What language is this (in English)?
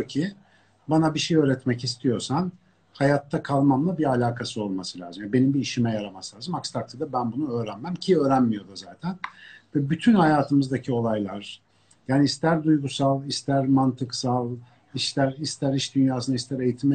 Turkish